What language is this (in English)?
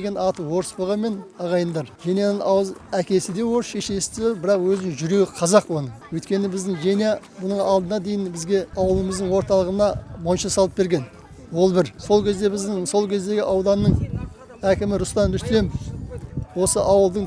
Kazakh